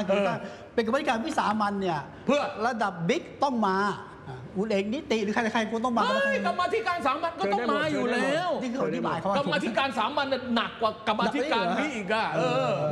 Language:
Thai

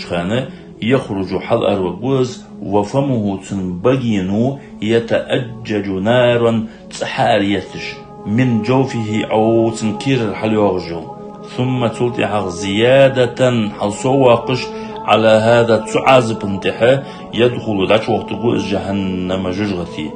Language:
Ingush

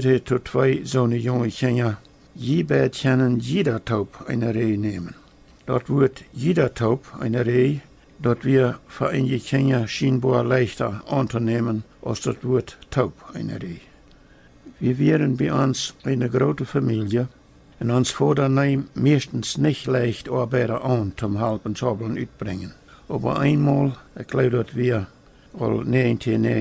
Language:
Plautdietsch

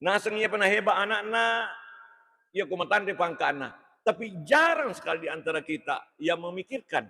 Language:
Buginese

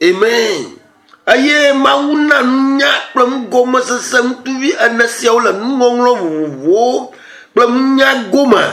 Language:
Ewe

